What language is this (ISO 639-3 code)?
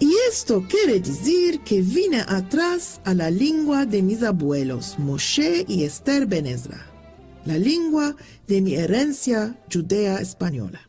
lad